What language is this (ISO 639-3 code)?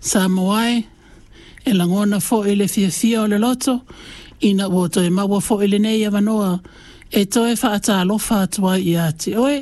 smo